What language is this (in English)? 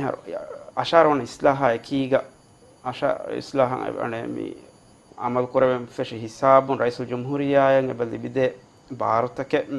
Divehi